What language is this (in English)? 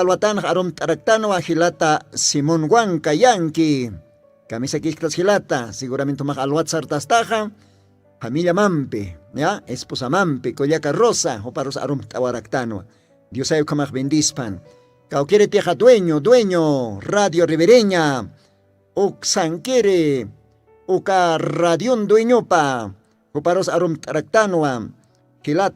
Aymara